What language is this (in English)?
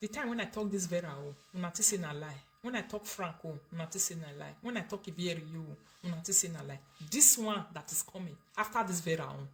Nigerian Pidgin